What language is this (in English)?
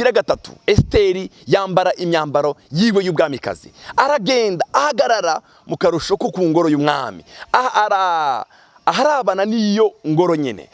Rundi